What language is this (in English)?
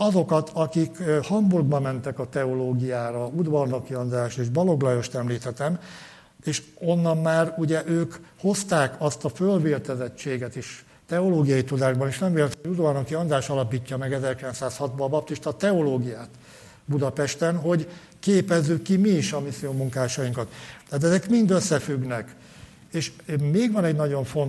Hungarian